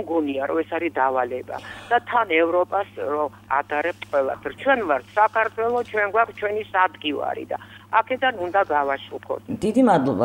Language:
Georgian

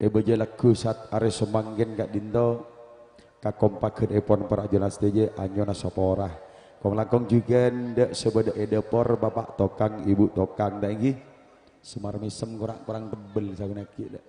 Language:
Madurese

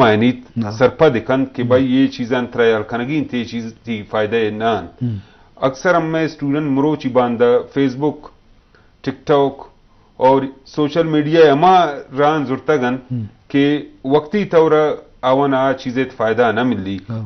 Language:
Eastern Balochi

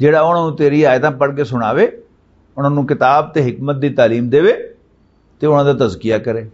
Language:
Western Panjabi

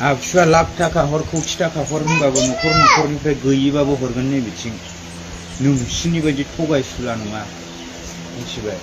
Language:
Bodo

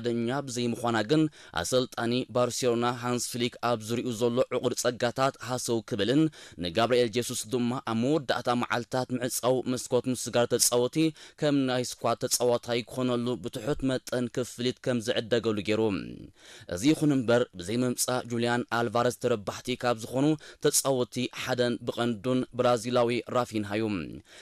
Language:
Tigrinya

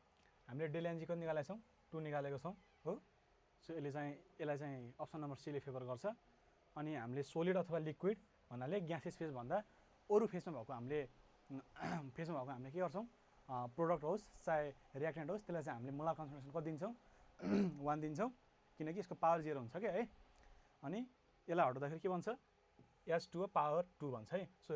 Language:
Nepali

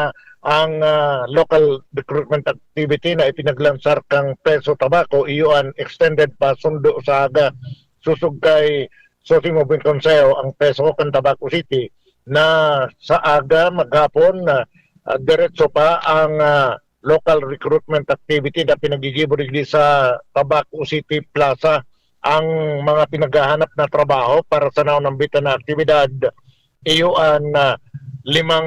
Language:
Bikol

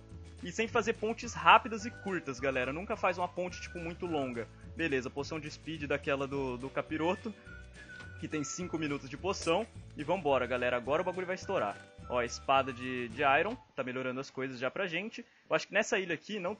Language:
Portuguese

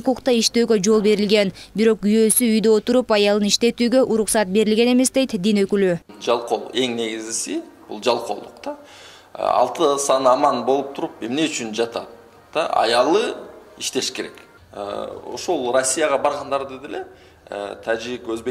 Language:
Kyrgyz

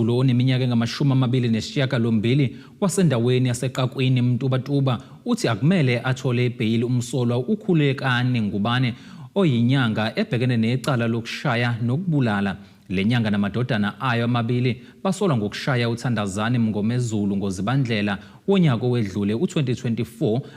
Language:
Zulu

